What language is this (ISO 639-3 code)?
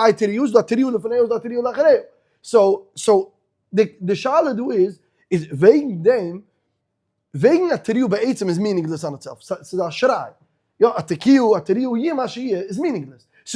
yid